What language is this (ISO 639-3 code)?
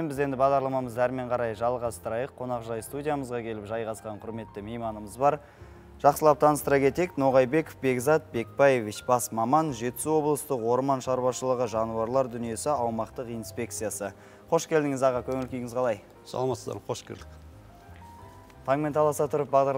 kaz